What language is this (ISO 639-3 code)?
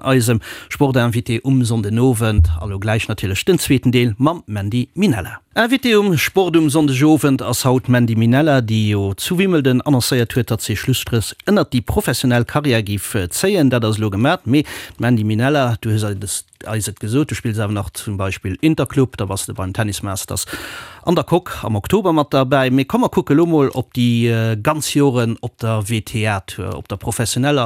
ltz